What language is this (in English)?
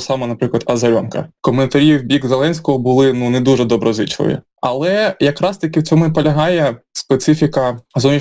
Ukrainian